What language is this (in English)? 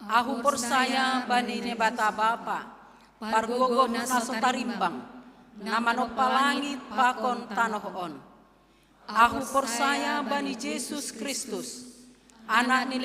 Batak Simalungun